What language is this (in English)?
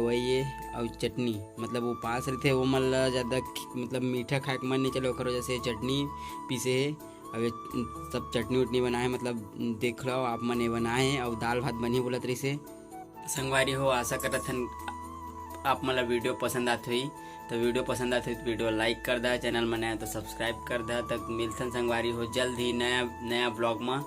Chhattisgarhi